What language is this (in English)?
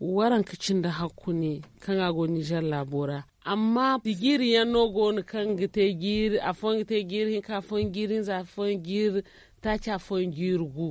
Zarma